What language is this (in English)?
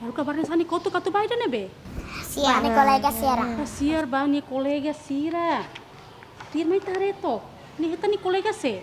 Tetum